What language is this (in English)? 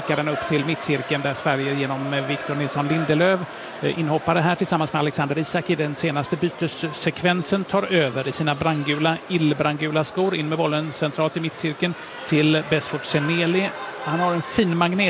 Swedish